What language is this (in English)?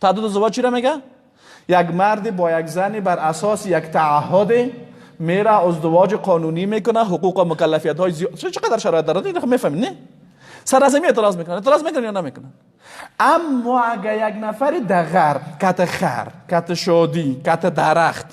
Persian